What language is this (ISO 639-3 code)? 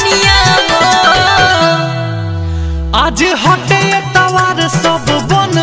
bho